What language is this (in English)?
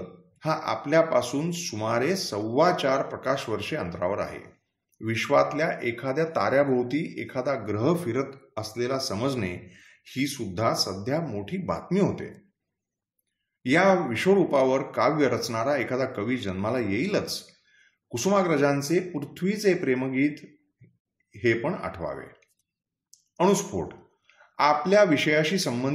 Marathi